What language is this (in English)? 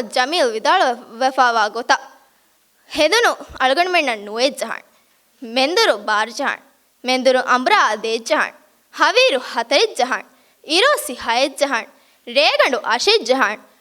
Divehi